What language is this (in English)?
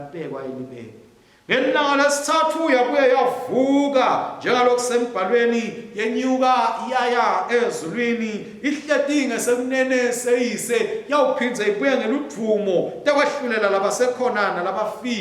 Swati